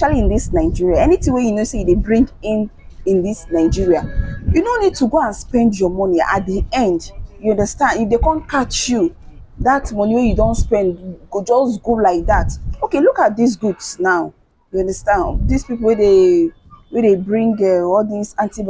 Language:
Nigerian Pidgin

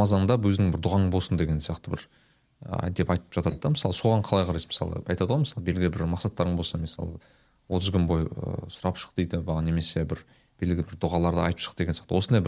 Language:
Kazakh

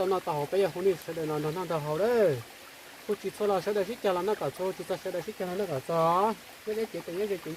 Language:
Hmong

